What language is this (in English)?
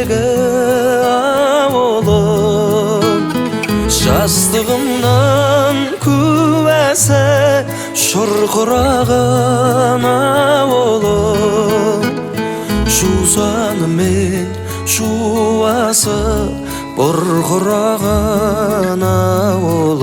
Kazakh